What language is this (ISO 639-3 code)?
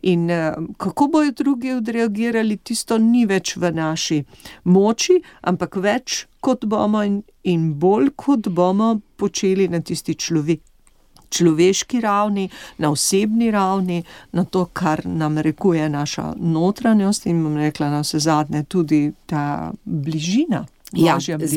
slv